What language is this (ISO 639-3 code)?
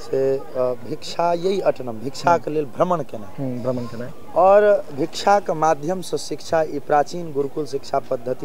mai